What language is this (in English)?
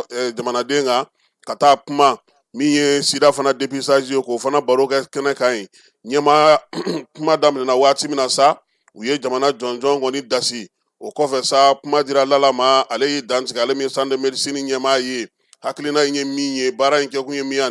Bambara